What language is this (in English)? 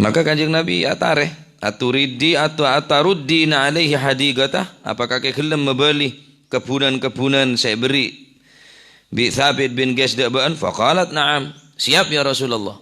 Madurese